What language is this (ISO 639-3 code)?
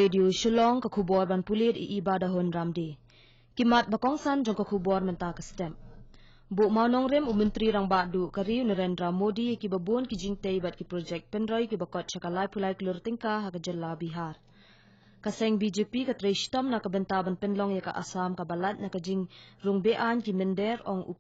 kha